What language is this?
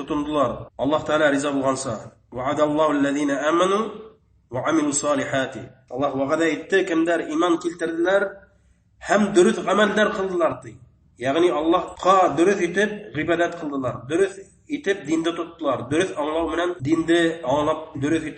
Bashkir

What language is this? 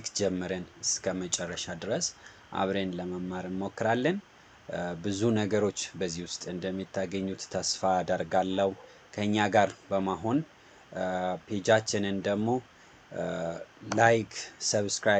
Amharic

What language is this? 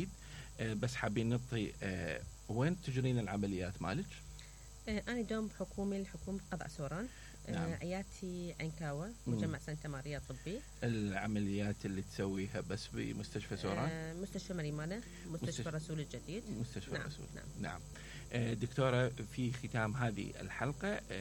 Mesopotamian Arabic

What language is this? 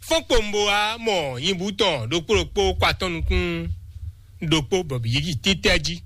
Fon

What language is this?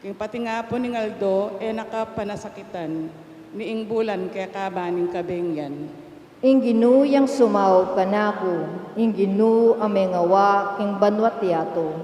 Pampanga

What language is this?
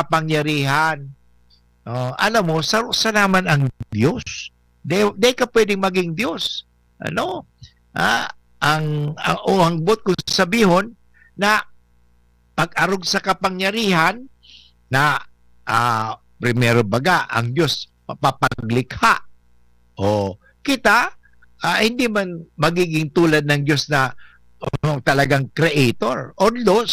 Bikol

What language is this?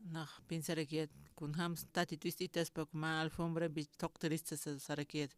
Aymara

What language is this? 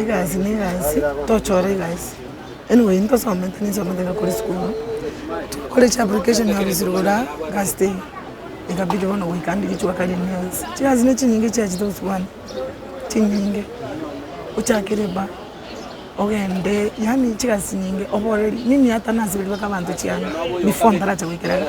Gusii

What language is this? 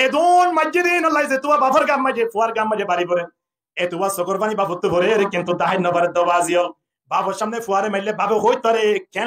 Rohingya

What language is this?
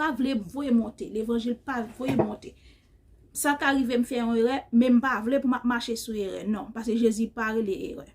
Haitian Creole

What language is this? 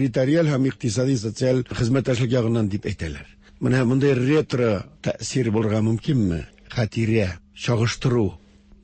Tatar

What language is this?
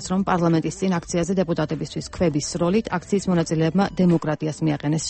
Georgian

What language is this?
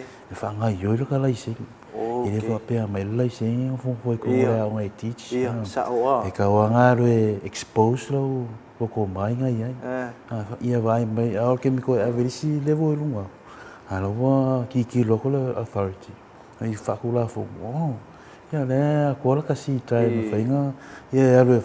Samoan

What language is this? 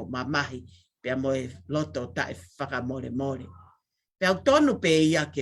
Tongan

